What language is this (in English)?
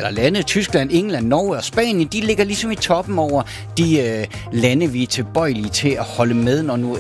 Danish